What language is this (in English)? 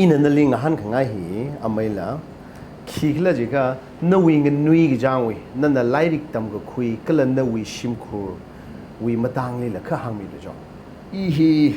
Tangkhul Naga (India)